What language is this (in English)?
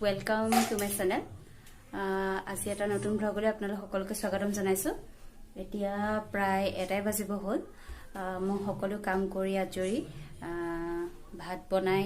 Assamese